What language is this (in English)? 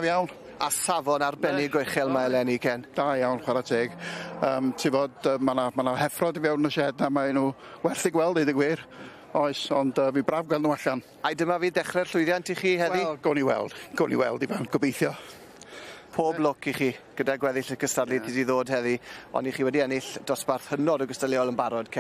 Welsh